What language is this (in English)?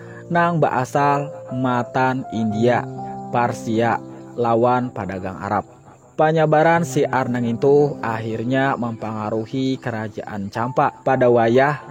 Banjar